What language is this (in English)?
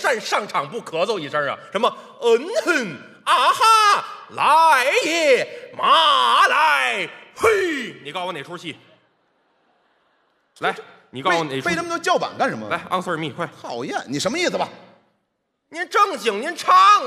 Chinese